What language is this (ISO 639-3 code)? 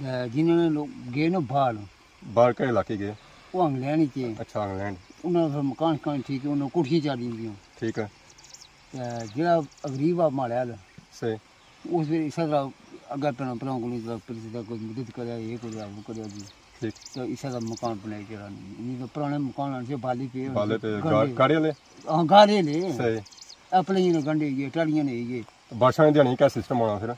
phr